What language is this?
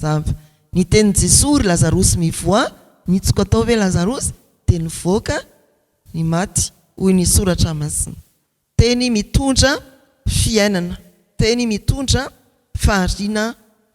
Malagasy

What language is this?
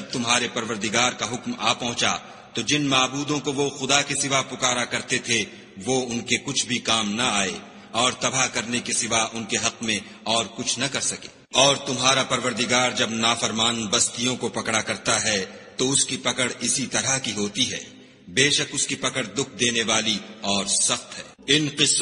Urdu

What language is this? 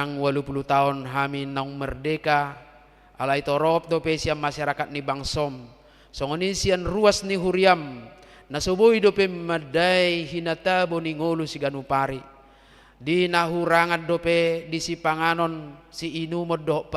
Batak Toba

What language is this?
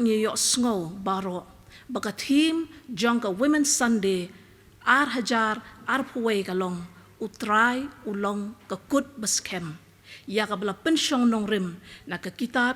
Khasi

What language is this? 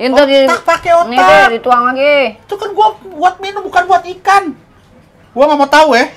Betawi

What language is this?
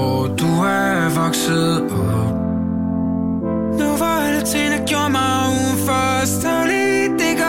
Danish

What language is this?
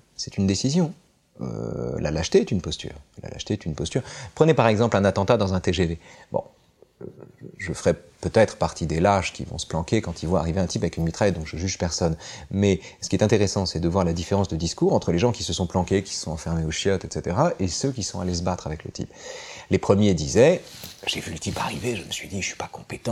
French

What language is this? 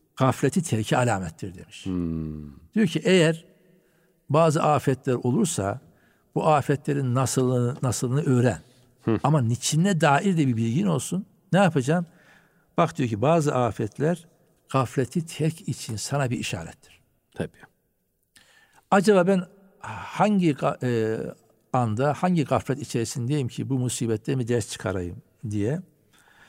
Turkish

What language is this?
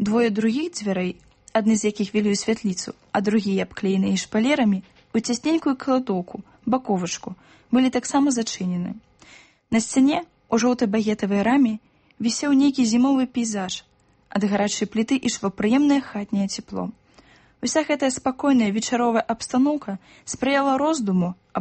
Belarusian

